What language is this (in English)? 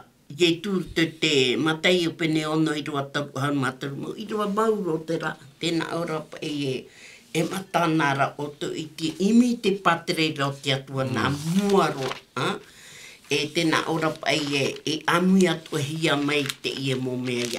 Tahitian